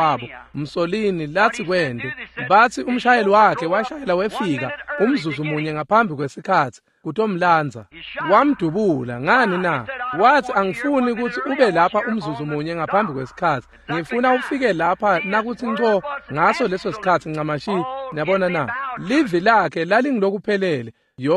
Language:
Swati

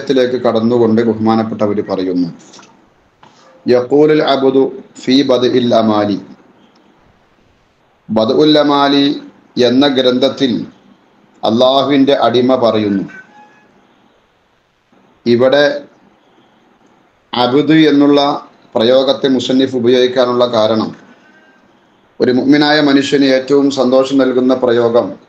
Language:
Malayalam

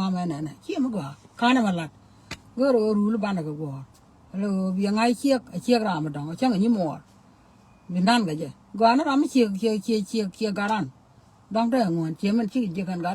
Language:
Nuer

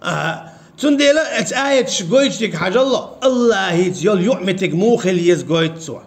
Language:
Chechen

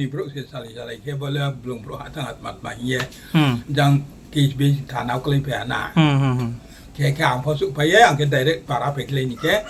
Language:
Riang (India)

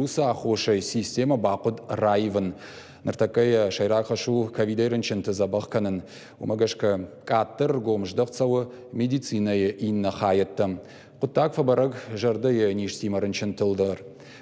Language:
Ossetic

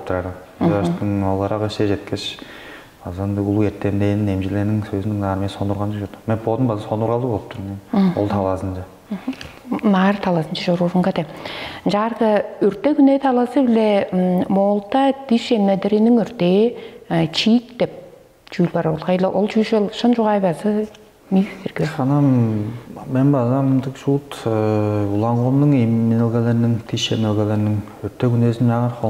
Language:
Tuvinian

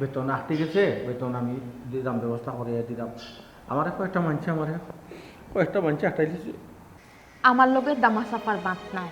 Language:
Sylheti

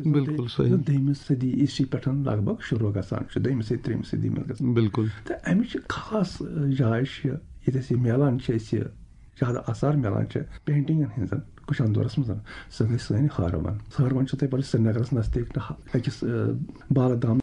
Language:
Kashmiri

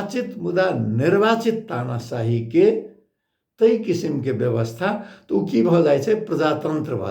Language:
Maithili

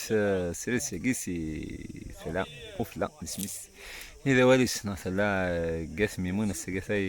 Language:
Kabyle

